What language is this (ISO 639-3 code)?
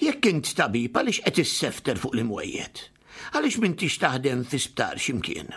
mlt